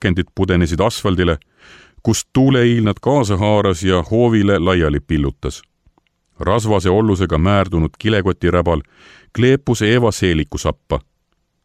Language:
Estonian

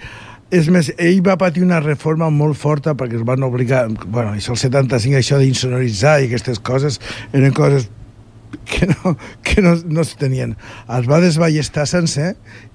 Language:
Catalan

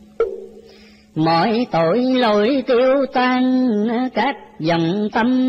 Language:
Vietnamese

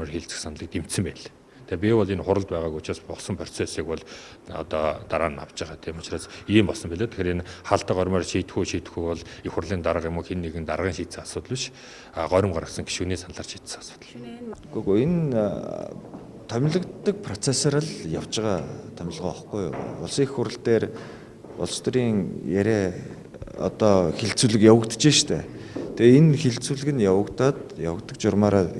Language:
Mongolian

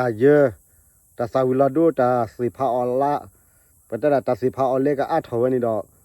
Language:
S'gaw Karen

